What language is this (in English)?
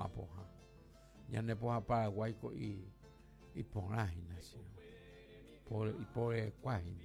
Guarani